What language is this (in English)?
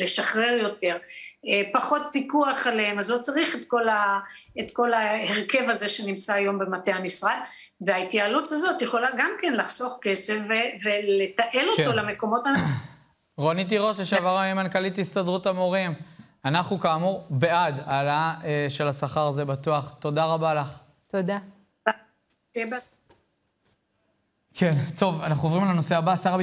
Hebrew